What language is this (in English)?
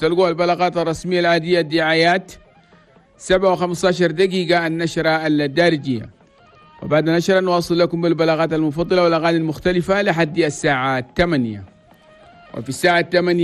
Chadian Arabic